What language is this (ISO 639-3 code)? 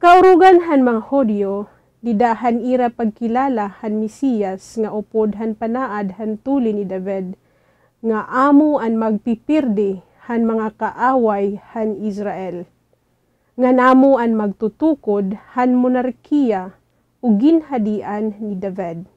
war